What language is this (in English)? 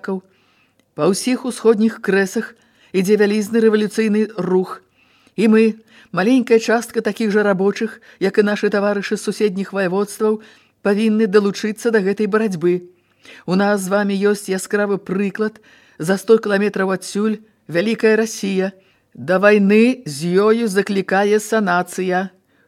Belarusian